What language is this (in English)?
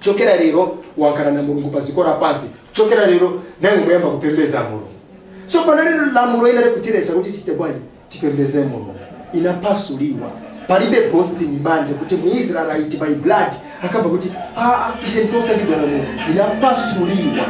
Nyanja